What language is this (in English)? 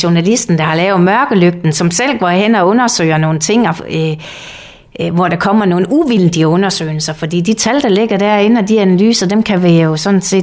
Danish